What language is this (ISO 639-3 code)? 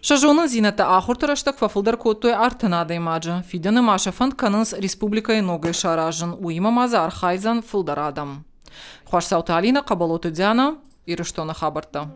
oss